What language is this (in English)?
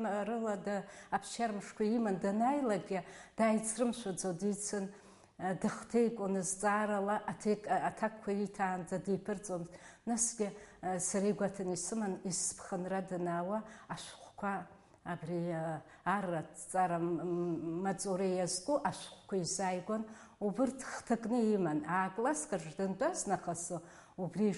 Abkhazian